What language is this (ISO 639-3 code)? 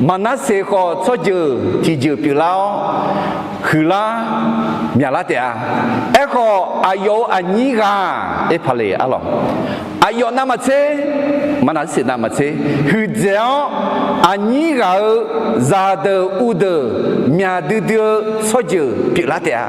ahk